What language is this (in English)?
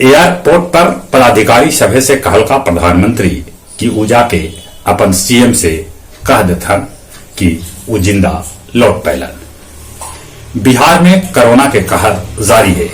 Magahi